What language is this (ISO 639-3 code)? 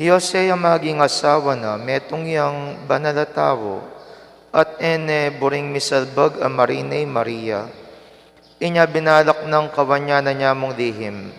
pam